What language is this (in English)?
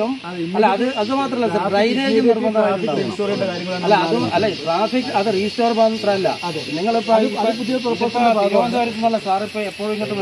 Malayalam